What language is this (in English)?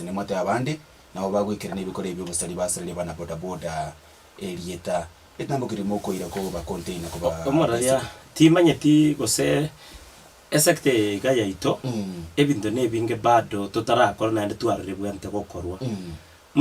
Gusii